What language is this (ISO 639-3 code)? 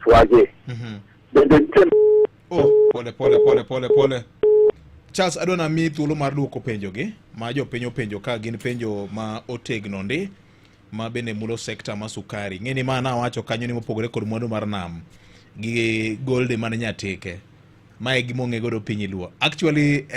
luo